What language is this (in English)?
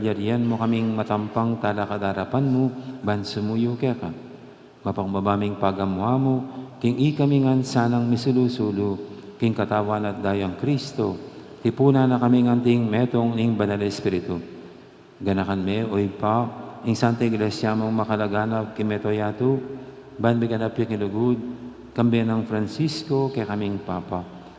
Pampanga